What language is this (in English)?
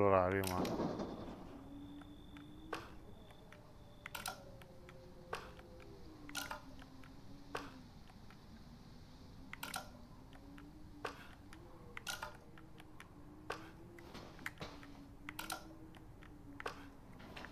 Italian